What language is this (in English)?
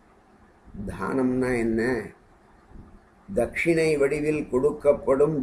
Tamil